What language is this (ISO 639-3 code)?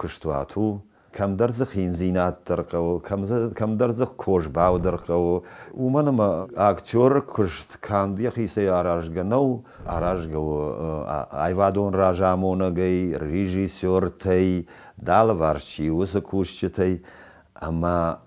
oss